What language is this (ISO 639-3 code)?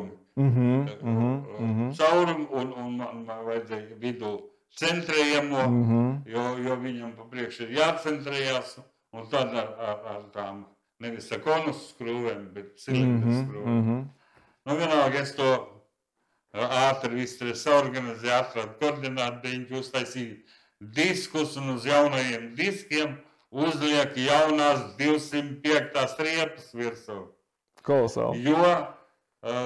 lav